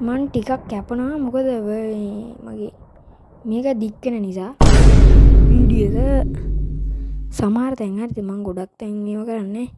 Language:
Sinhala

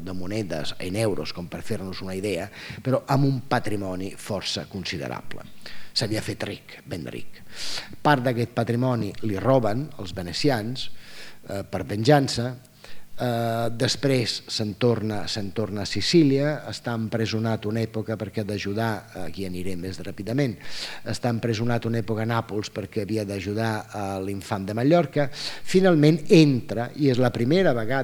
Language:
Catalan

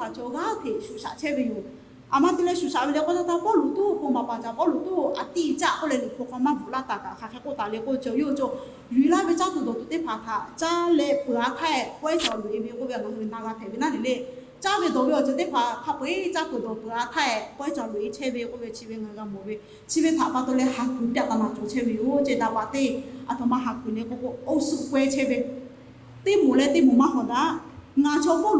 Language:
Lahu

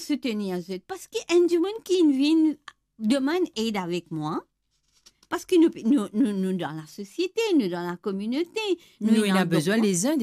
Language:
Morisyen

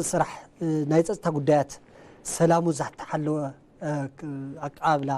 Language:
Tigrinya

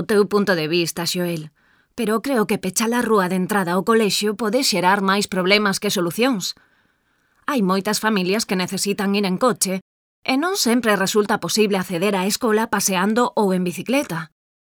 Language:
Galician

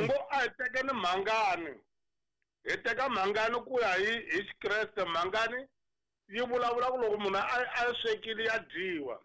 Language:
Tsonga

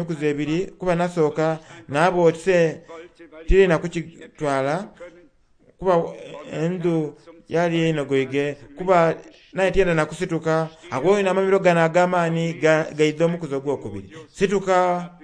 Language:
Soga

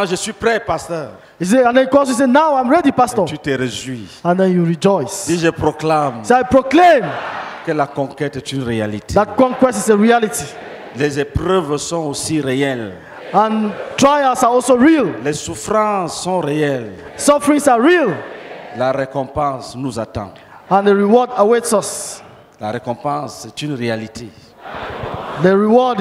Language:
French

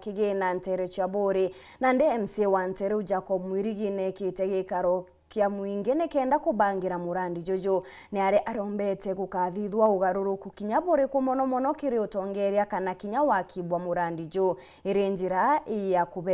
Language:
Meru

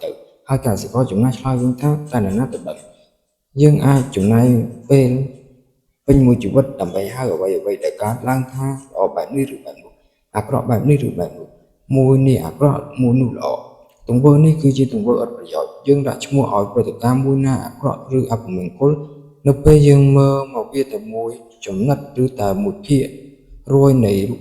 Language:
Khmer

